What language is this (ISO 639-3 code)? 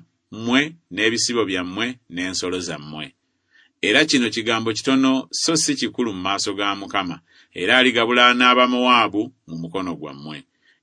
lug